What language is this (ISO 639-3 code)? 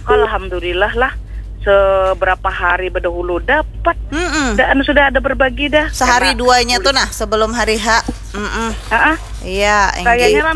bjn